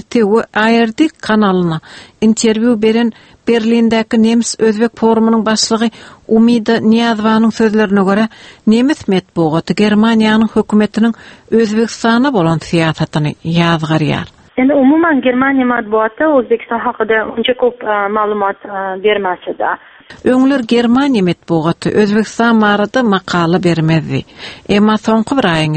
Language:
Turkmen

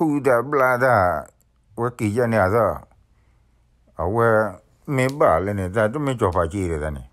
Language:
S'gaw Karen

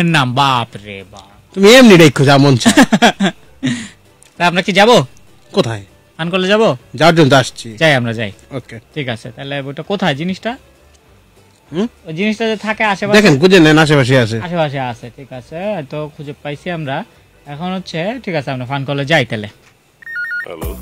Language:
Bangla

